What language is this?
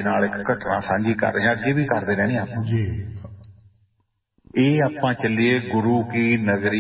Punjabi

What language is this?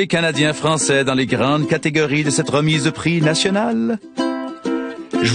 French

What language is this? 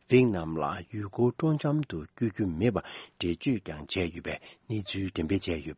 Tibetan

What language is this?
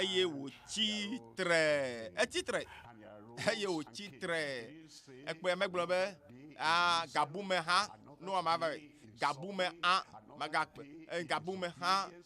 Ewe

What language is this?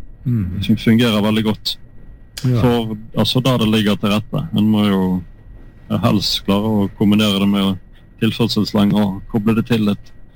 Norwegian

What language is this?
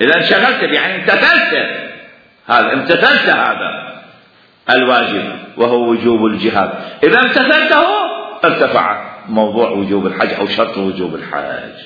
Mesopotamian Arabic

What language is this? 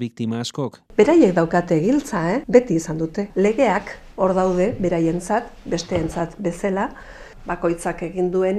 Basque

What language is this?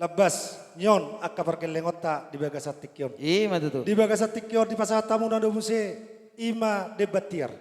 Batak Toba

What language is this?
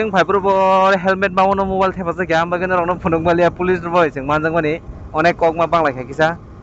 Kok Borok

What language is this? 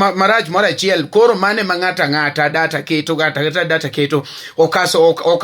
Luo (Kenya and Tanzania)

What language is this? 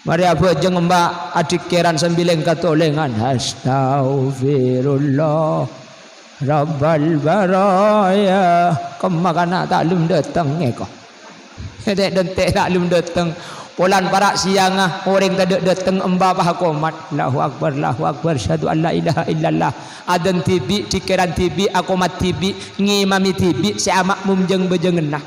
Madurese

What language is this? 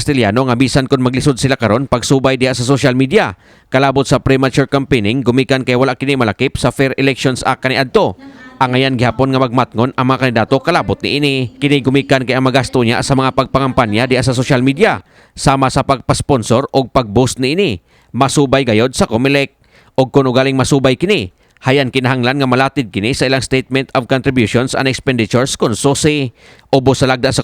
Cebuano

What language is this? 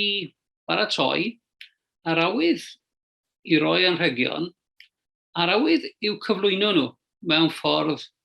Welsh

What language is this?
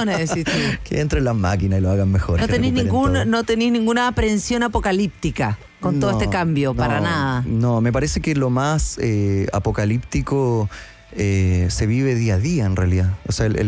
Spanish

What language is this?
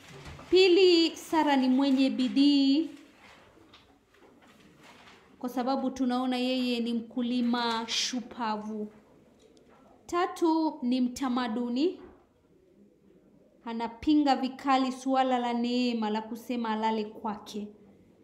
Swahili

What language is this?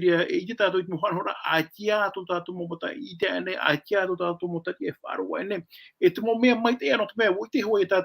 Tahitian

